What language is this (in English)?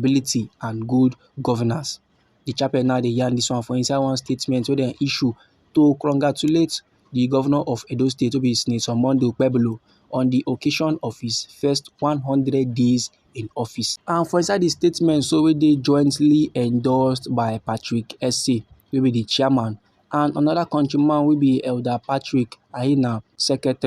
Nigerian Pidgin